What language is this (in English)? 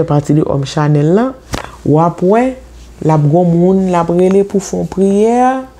Haitian Creole